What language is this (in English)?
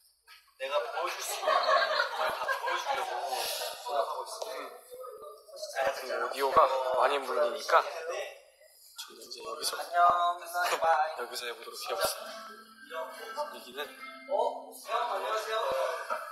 Korean